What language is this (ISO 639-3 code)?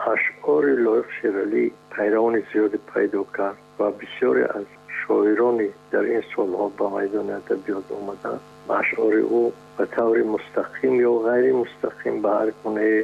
tgk